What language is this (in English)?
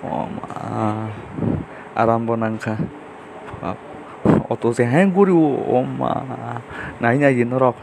Kok Borok